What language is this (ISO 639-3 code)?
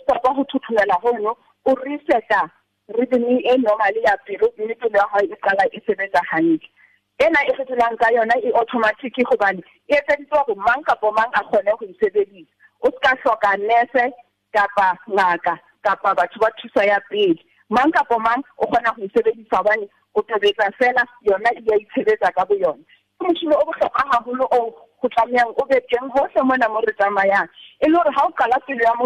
sot